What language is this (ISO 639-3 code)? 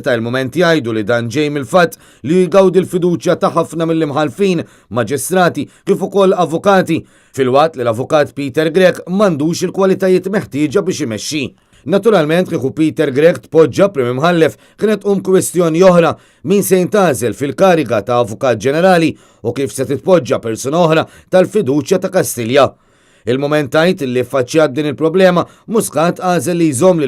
mlt